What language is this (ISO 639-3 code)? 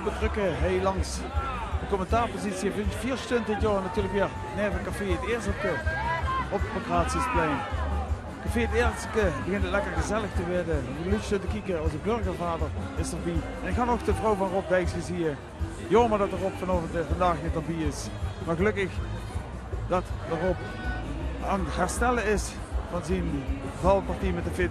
lim